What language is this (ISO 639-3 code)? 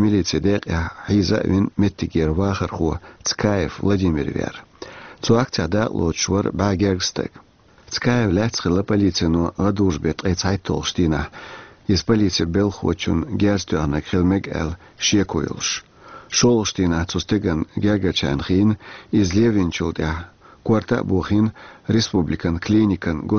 che